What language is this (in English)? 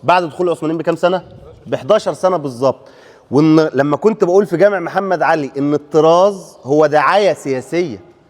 Egyptian Arabic